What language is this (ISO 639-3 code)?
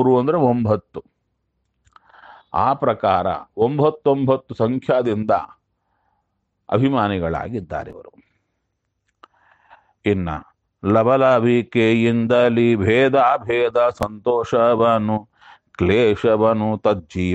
kan